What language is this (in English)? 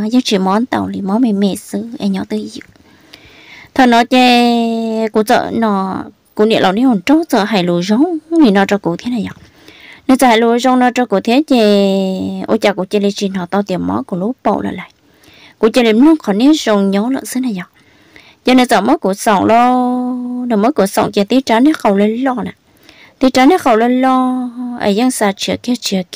Vietnamese